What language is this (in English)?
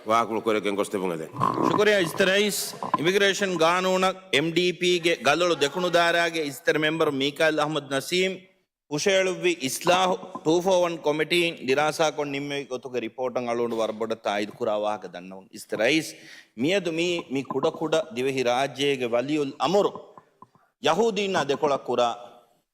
Divehi